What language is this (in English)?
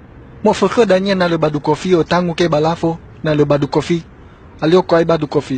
Nias